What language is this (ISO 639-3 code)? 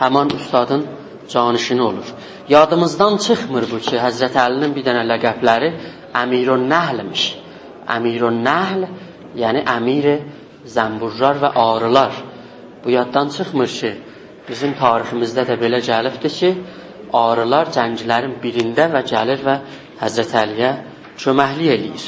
azb